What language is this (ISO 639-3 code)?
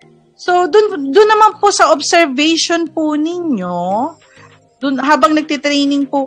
fil